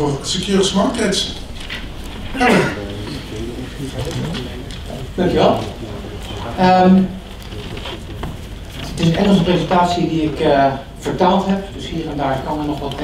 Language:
Dutch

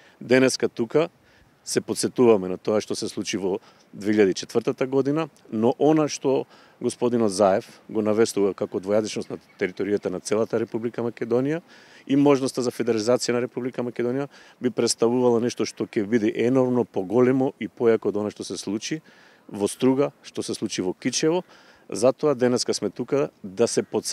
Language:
Macedonian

